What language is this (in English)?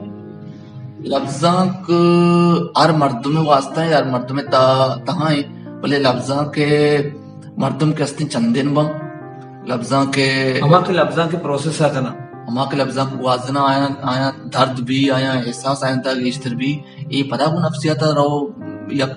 Baluchi